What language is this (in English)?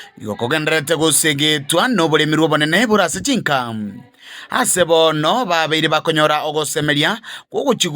Gusii